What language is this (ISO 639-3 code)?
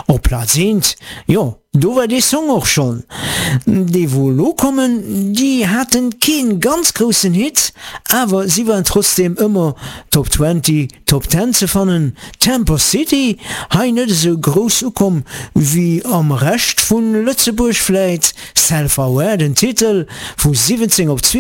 ltz